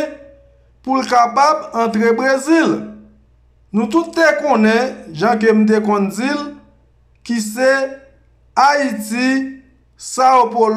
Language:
Haitian Creole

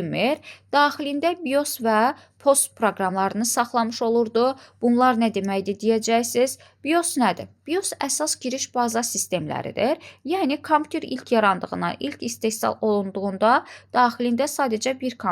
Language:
Azerbaijani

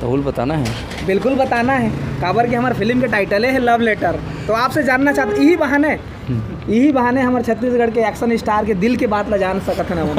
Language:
Chhattisgarhi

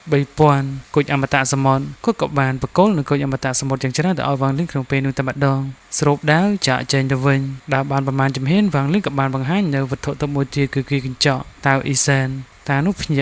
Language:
Khmer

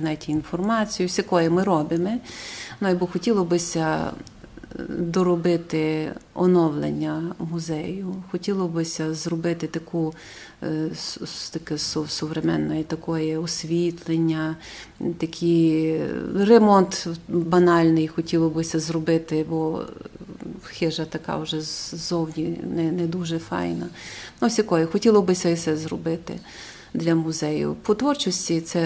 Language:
Rusyn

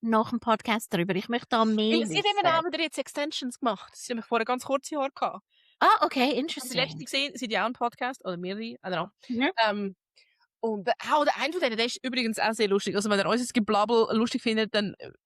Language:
Swiss German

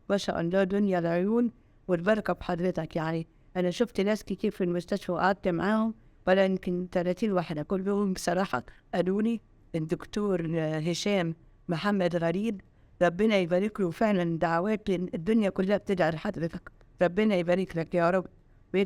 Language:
Egyptian Arabic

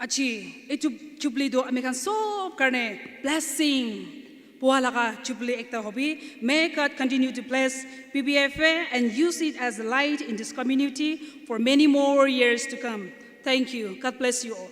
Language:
Naga Pidgin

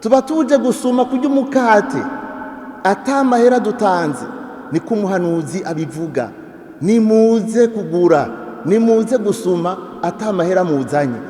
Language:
Rundi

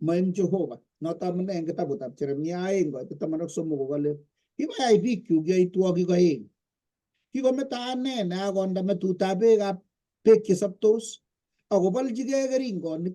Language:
Kalenjin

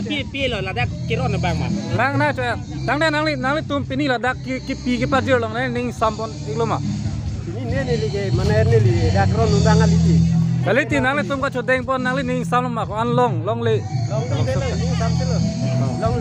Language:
Karbi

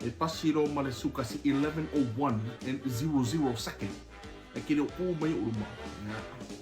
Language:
Samoan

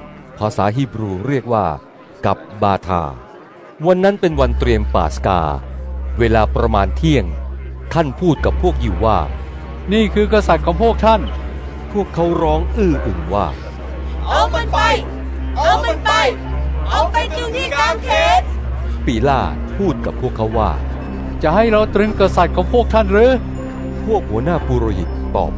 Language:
Thai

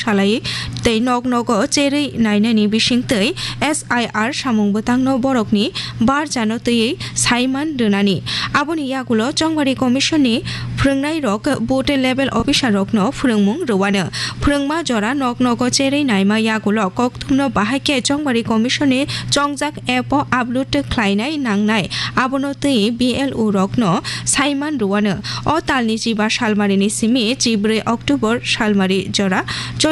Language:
Kok Borok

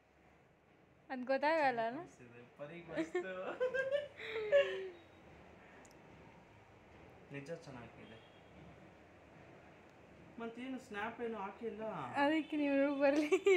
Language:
Kannada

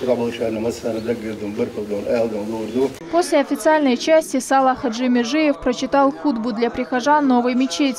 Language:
Chechen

